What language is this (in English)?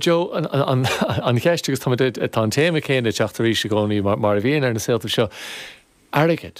Irish